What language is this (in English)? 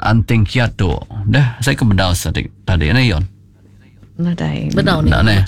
Iban